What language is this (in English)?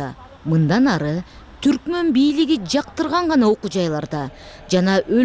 Kyrgyz